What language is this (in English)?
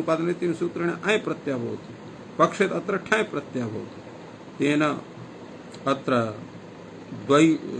Sanskrit